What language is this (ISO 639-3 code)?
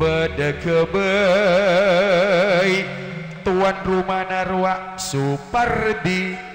mad